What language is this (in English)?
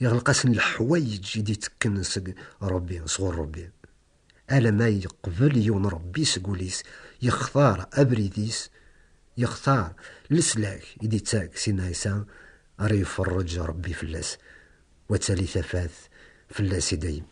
Kabyle